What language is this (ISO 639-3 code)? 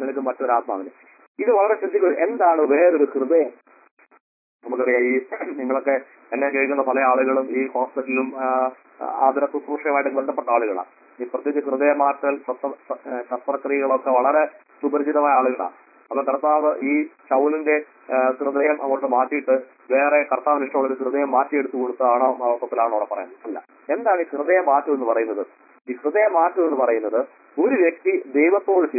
mal